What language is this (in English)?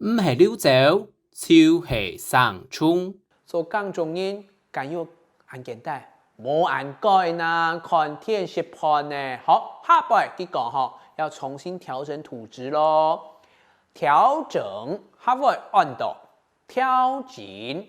Hakka Chinese